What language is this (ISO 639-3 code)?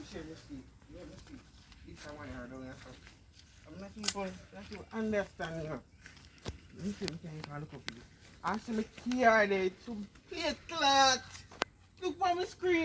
jam